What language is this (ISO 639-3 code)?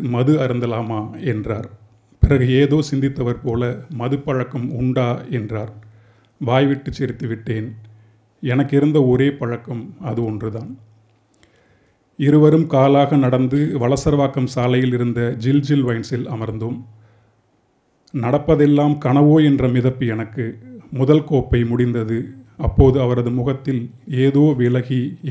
tam